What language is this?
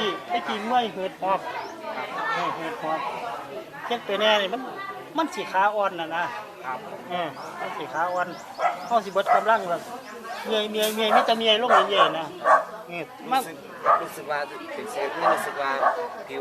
Northeastern Thai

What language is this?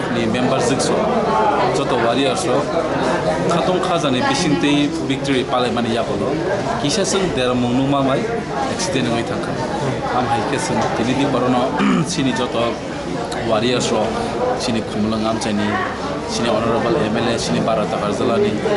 Kok Borok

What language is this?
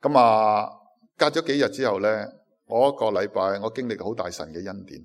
Cantonese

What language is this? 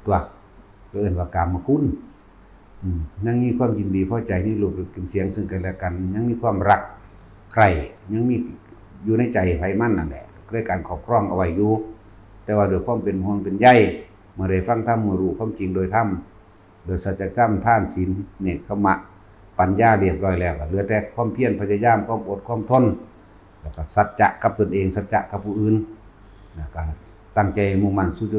Northeastern Thai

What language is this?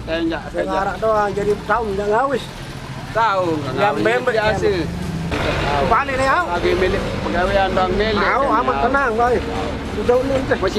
Sasak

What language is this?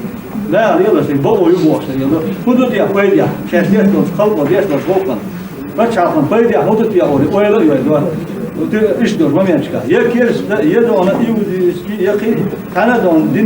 Chechen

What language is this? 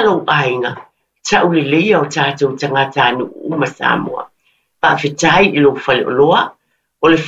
Samoan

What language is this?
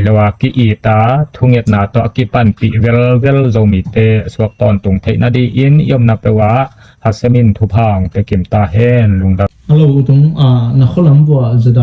Tedim Chin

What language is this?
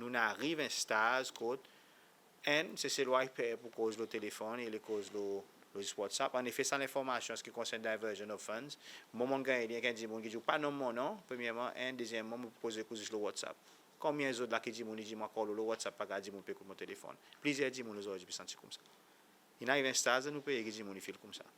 Seselwa Creole French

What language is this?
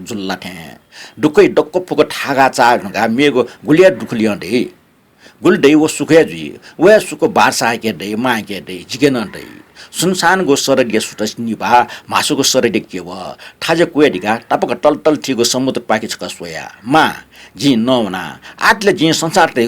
Newari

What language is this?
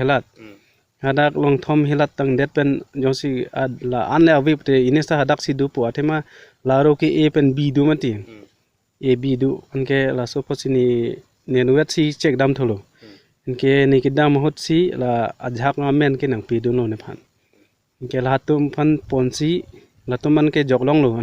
Karbi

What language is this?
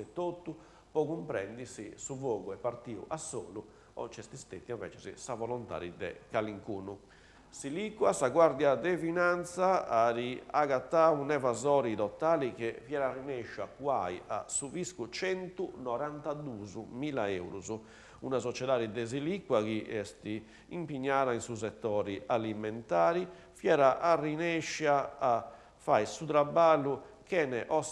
Sardinian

